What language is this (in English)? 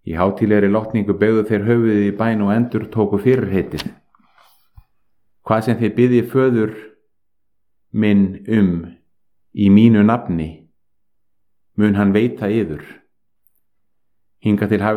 Icelandic